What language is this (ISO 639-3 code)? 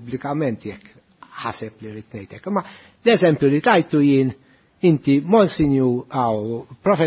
mlt